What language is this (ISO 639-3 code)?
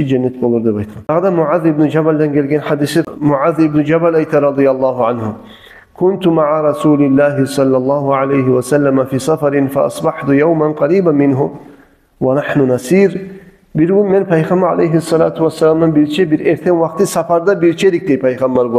kum